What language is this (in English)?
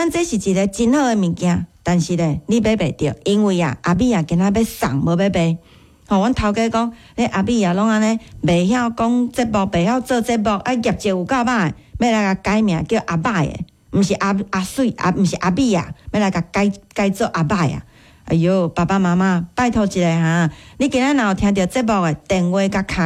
Min Nan Chinese